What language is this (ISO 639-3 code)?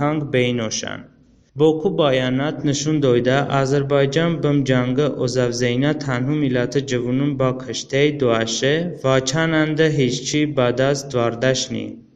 tly